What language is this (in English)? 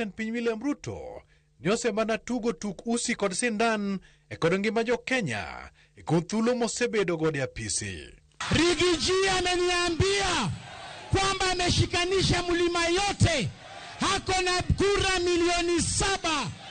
Luo (Kenya and Tanzania)